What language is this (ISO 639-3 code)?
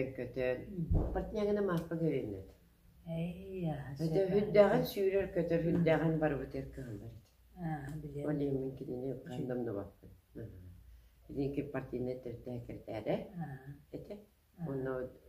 sah